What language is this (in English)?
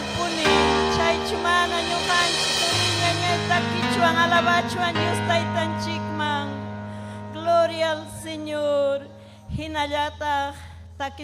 Ayacucho Quechua